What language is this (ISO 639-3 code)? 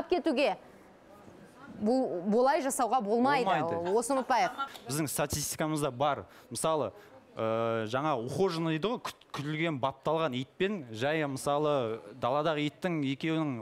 kaz